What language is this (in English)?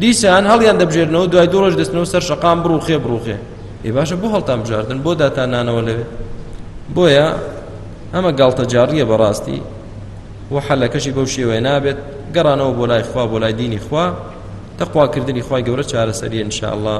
Central Kurdish